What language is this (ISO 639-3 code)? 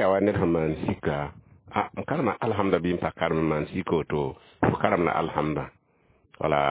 mos